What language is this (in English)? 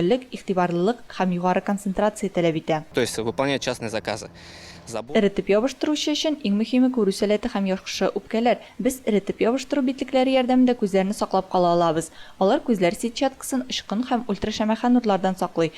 Tatar